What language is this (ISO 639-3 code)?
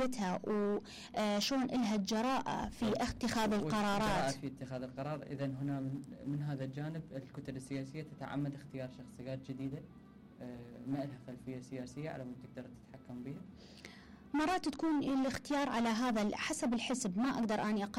acm